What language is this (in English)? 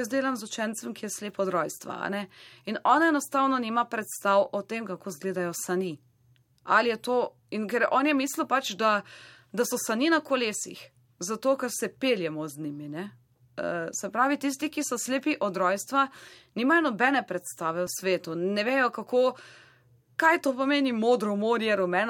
Slovenian